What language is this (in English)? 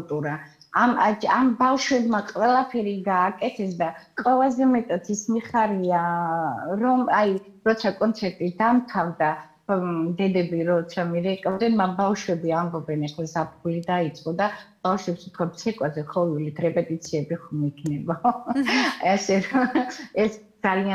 Georgian